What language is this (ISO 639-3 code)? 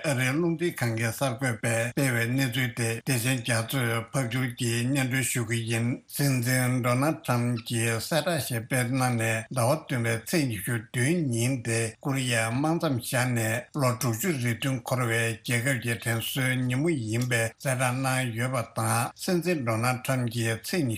bod